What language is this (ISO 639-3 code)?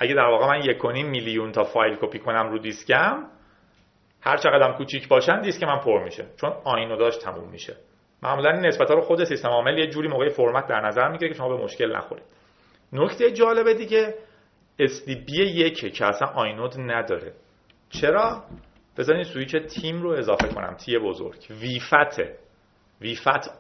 fas